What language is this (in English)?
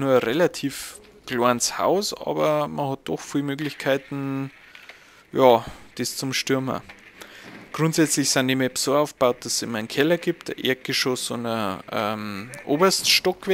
Bavarian